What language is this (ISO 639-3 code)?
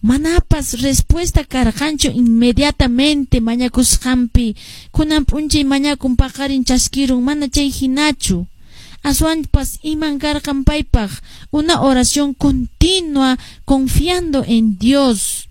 que